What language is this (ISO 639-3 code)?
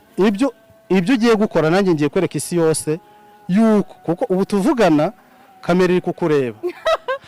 kin